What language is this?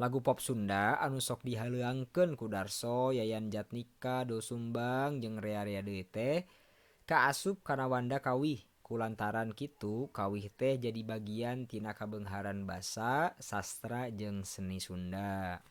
Sundanese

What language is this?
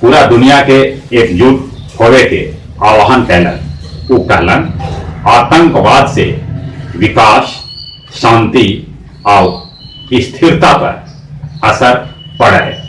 Magahi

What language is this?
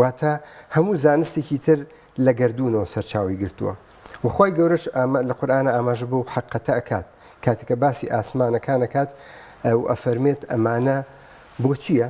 Central Kurdish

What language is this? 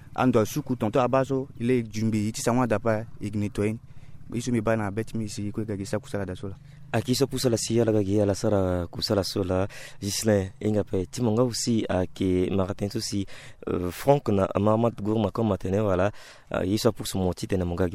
Sango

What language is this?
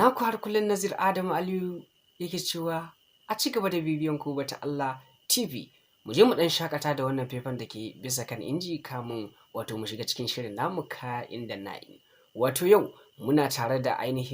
Hausa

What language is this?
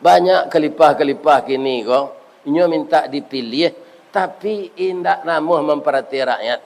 Minangkabau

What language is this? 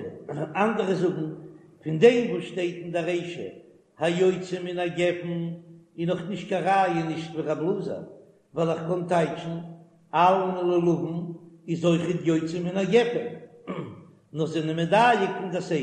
Yiddish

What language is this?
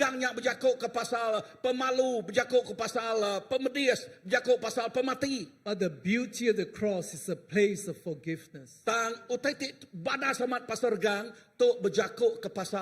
Iban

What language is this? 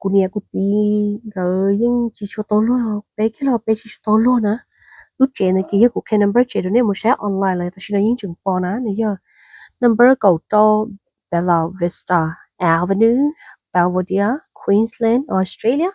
Hmong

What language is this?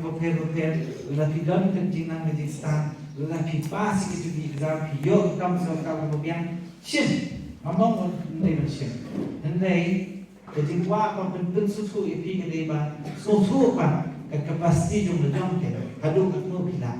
Khasi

